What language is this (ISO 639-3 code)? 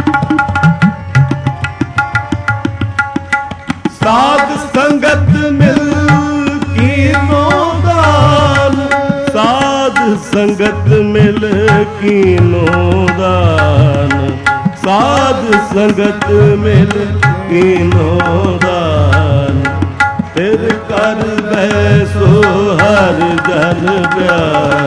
pan